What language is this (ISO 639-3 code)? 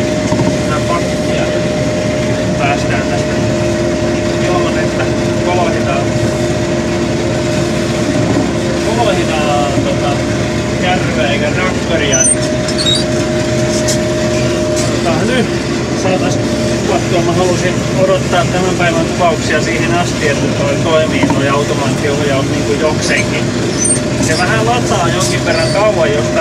fin